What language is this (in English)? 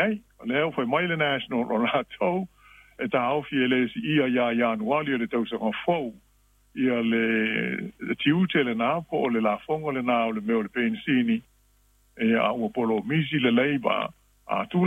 Samoan